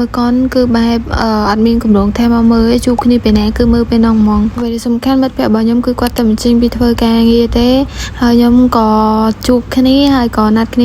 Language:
Khmer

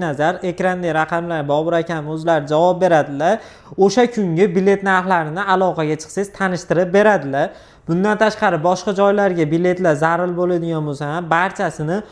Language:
Uzbek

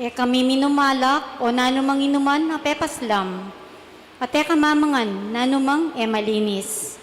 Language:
Pampanga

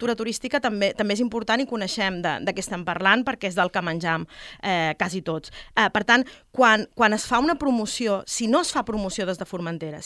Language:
Catalan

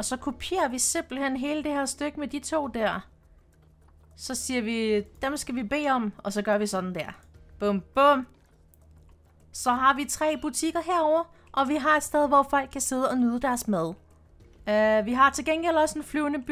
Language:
Danish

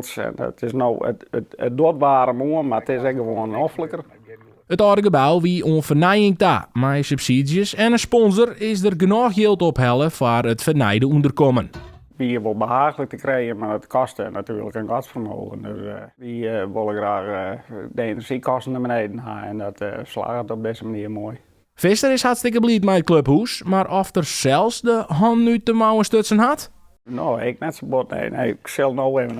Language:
Western Frisian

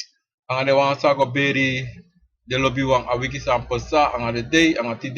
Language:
Sranan Tongo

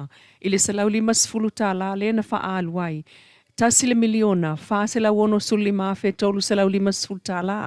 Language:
Samoan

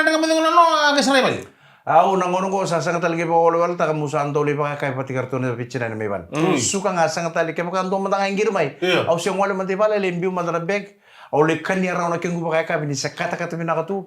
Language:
Fijian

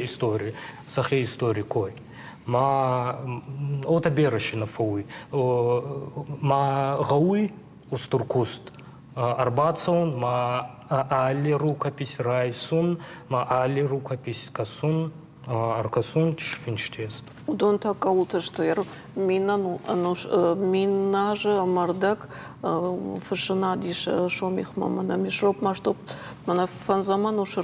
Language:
Ossetic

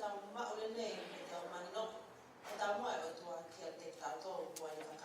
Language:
Tongan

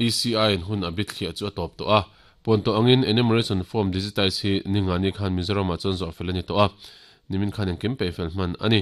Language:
Mizo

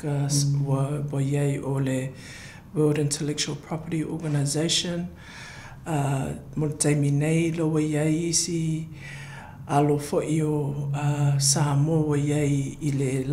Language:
Samoan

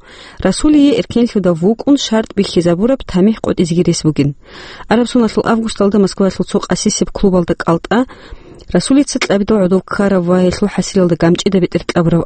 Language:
Avaric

